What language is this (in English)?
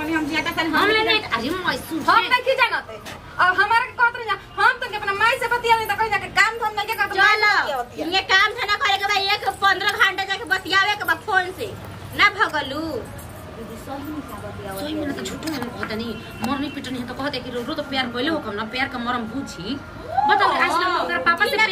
Bhojpuri